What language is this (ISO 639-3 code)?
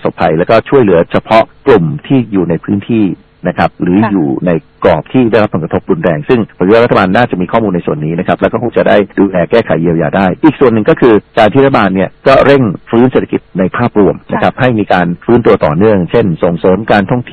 tha